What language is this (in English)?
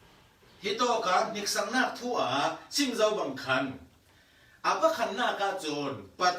Falam Chin